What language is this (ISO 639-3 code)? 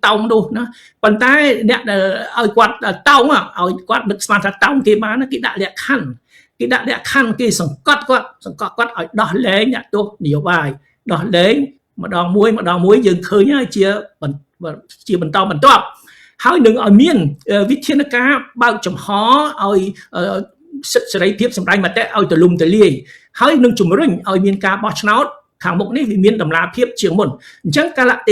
khm